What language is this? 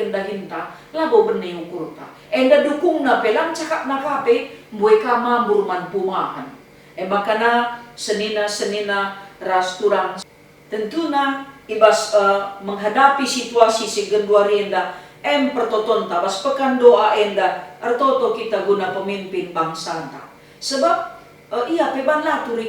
Batak Karo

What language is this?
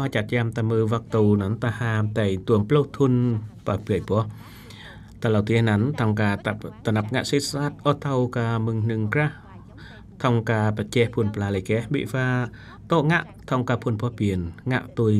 Eastern Cham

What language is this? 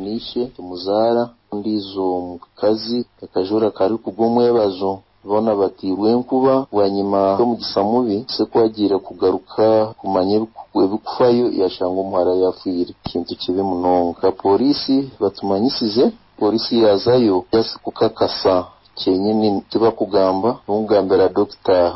Nyankole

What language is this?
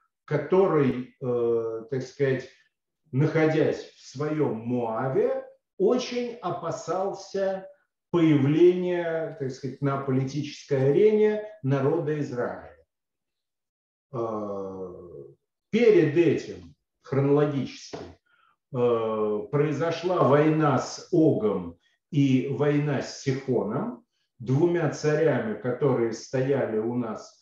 Russian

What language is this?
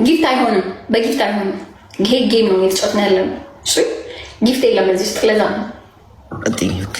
Amharic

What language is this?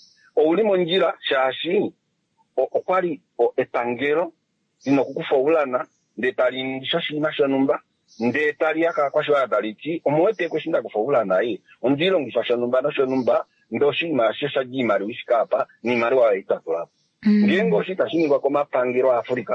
Kuanyama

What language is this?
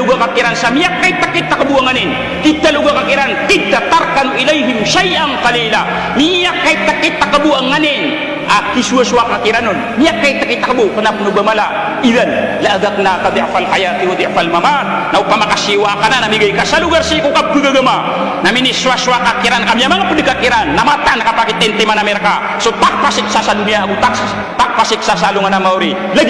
Maranao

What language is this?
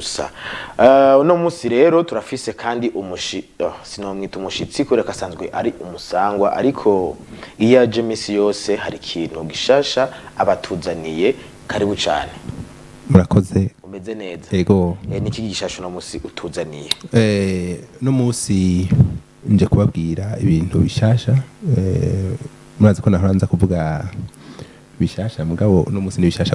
Rundi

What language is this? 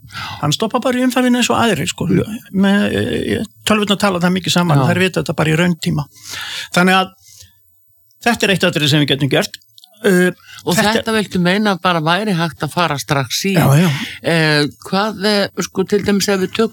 Icelandic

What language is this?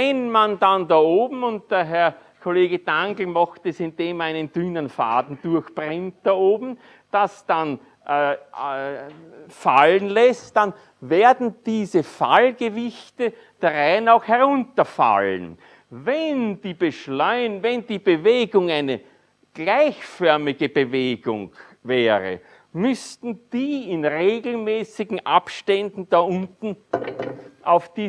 German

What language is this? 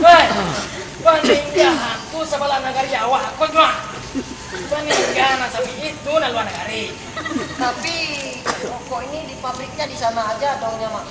Minangkabau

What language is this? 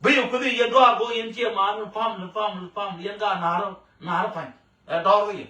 Nuer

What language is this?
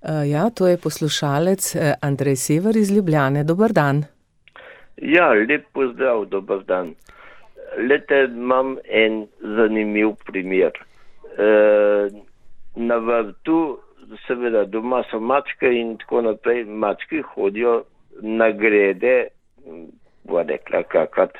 Slovenian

